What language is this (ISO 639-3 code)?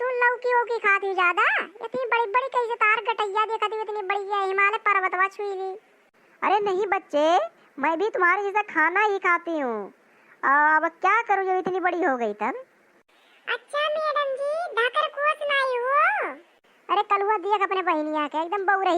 awa